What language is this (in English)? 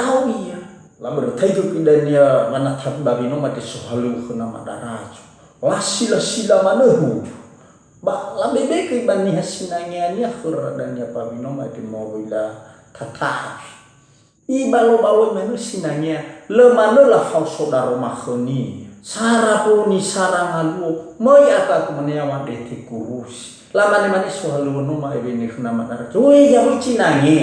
Nias